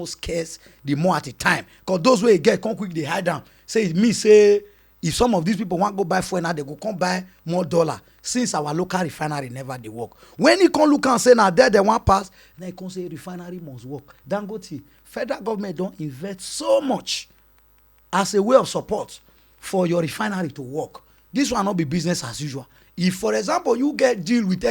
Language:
Nigerian Pidgin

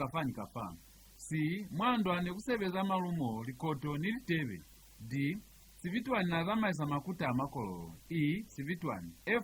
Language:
Lozi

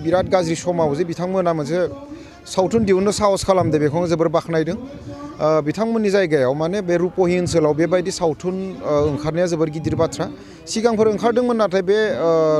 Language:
Bodo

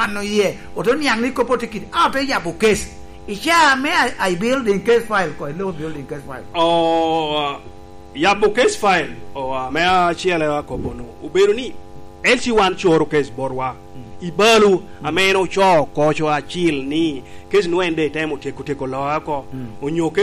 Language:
Lango (Uganda)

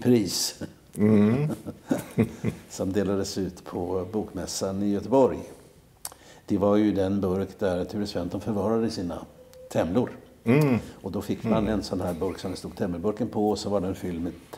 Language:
Swedish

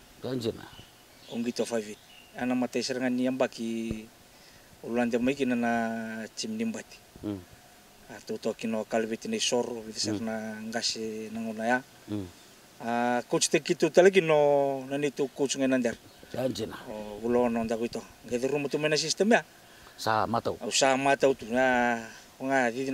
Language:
Fijian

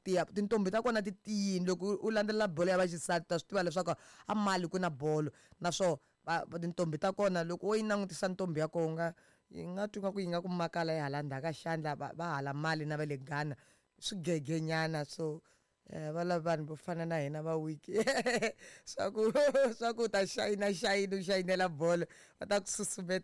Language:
Tsonga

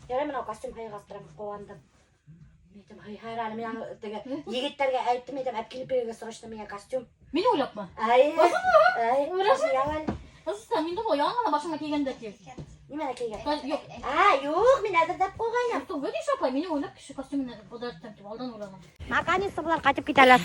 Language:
Bashkir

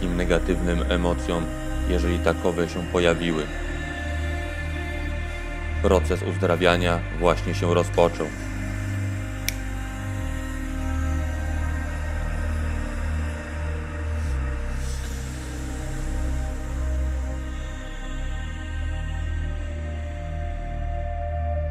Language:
Polish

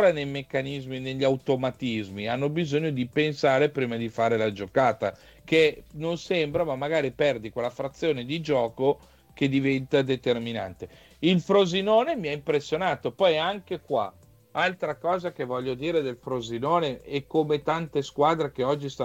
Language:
Italian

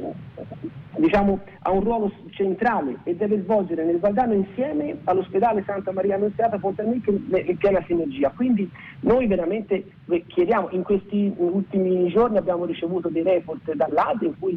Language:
Italian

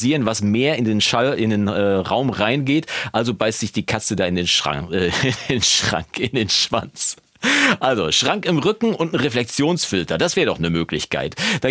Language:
German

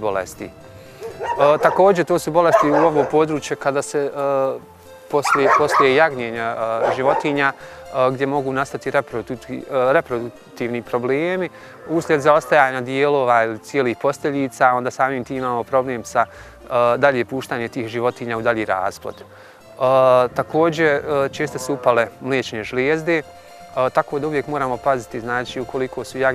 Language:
Bosnian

